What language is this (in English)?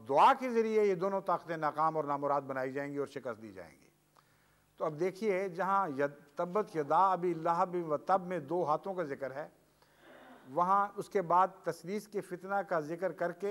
Urdu